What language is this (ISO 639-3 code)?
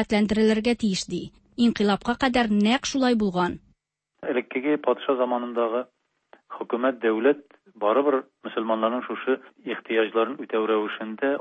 tat